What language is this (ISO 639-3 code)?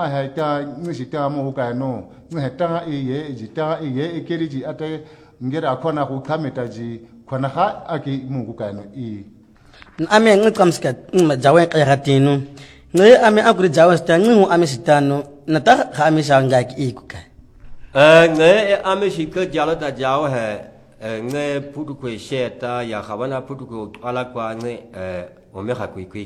swa